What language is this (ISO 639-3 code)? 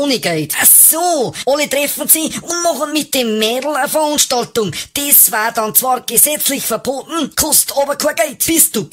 bar